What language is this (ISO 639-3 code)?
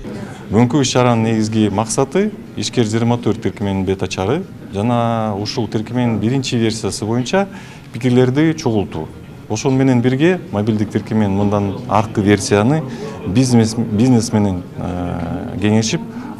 kir